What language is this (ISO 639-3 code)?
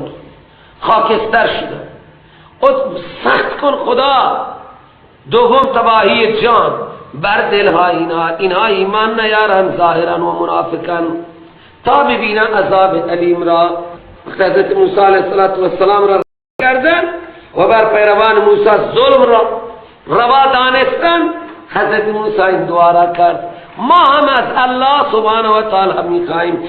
fas